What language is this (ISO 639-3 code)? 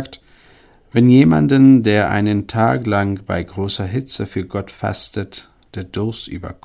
deu